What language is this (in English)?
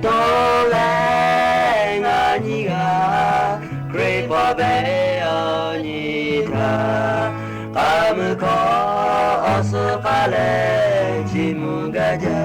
Lahu